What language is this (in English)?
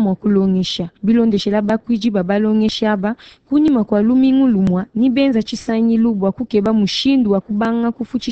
Luba-Lulua